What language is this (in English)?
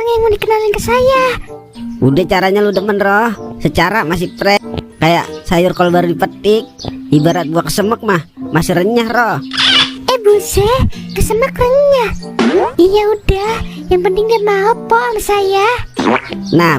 Betawi